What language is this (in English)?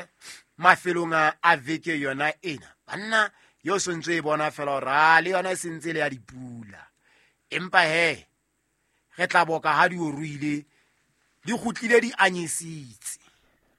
Southern Sotho